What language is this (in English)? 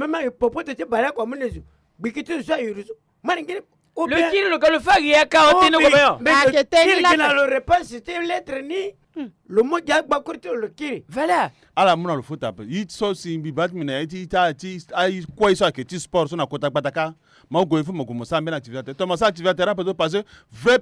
Sango